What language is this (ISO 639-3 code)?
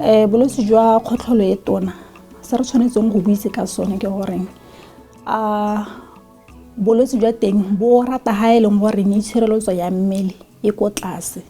tsn